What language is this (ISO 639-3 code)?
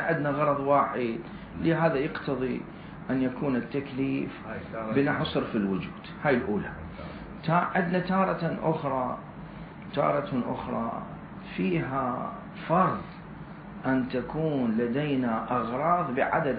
acm